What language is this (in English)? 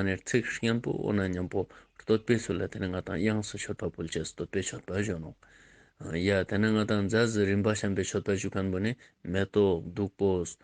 Ladakhi